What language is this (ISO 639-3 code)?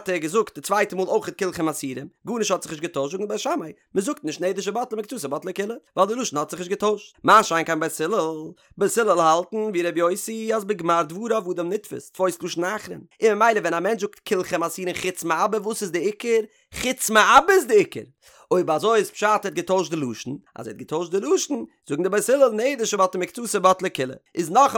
yid